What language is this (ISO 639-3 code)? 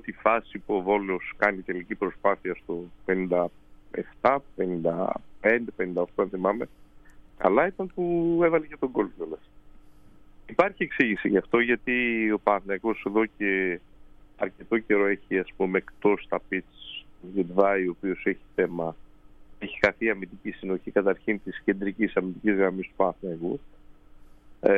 ell